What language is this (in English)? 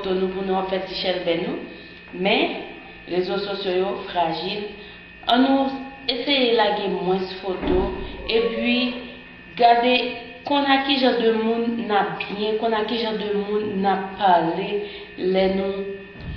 Haitian Creole